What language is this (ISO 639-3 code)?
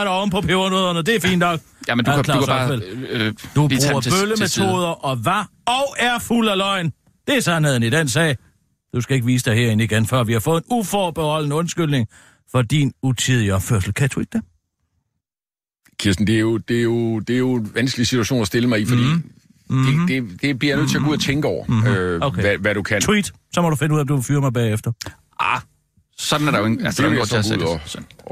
dan